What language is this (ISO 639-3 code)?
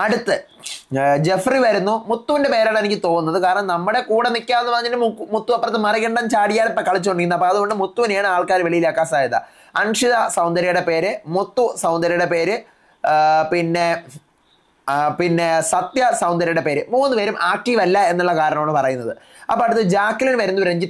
mal